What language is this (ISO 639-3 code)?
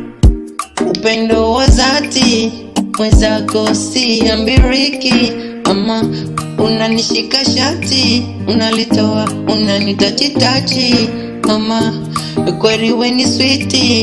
swa